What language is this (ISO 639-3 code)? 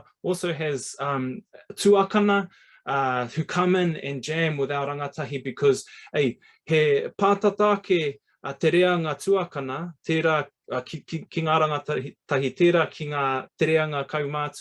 mri